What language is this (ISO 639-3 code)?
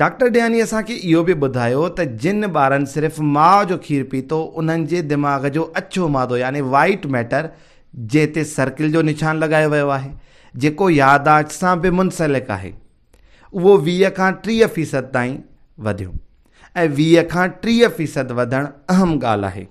snd